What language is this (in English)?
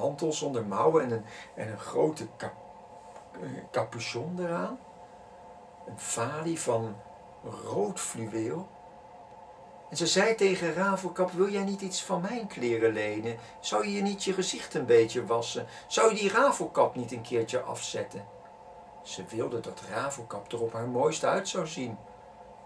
Dutch